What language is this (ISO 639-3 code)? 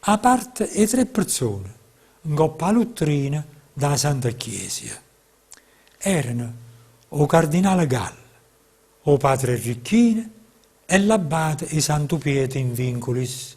nap